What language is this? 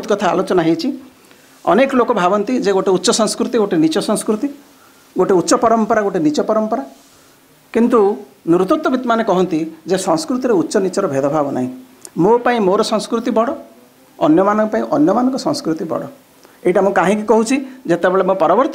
Odia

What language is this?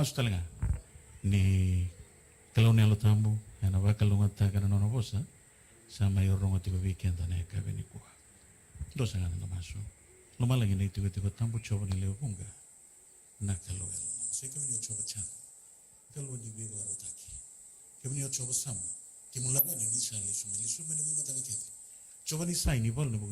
Fijian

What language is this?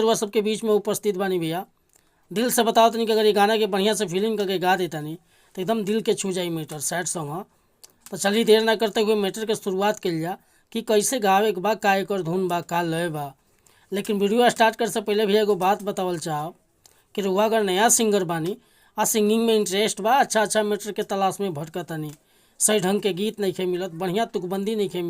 Bhojpuri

